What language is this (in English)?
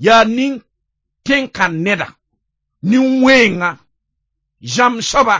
Mossi